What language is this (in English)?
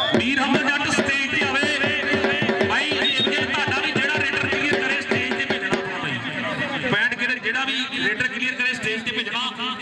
Punjabi